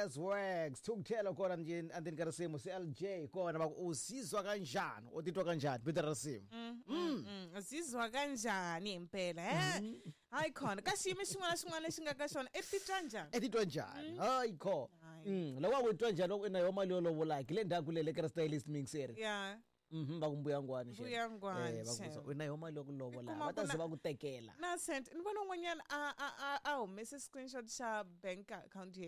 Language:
Tsonga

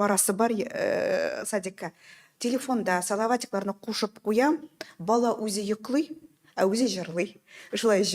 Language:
Tatar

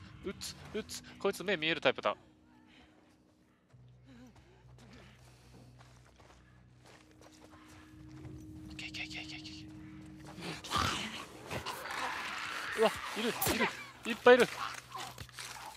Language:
Japanese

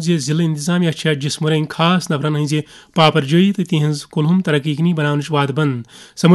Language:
Kashmiri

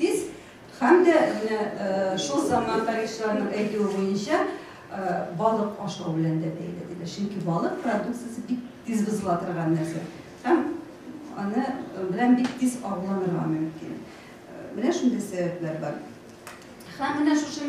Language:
Tatar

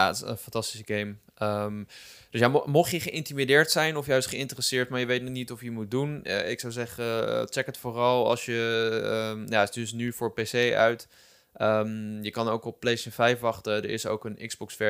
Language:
Dutch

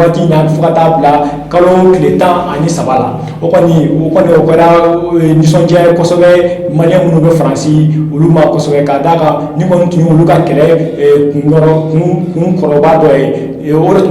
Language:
Bambara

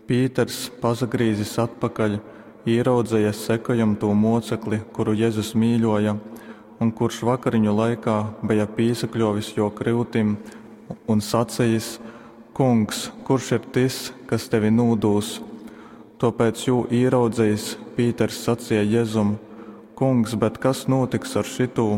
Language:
Latgalian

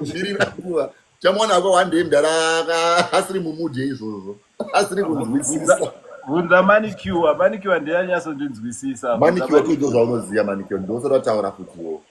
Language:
Shona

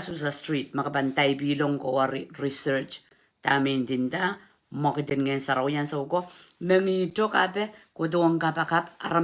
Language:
Pohnpeian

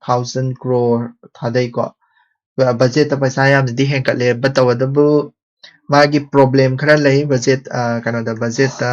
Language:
Manipuri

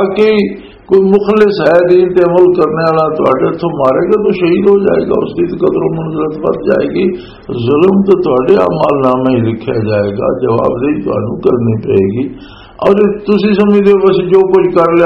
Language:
Western Panjabi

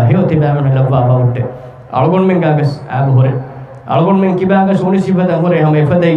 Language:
Divehi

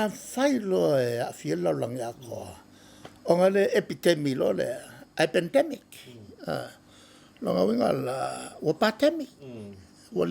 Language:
Samoan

